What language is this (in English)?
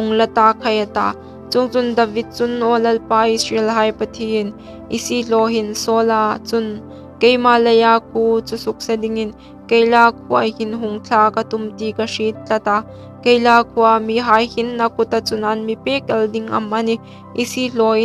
Hmar